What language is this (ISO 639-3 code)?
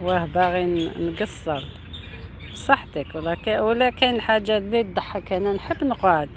arq